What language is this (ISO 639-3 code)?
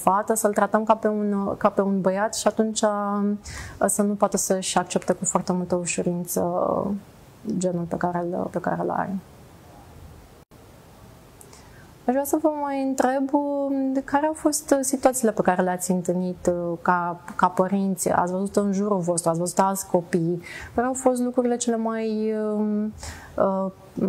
ron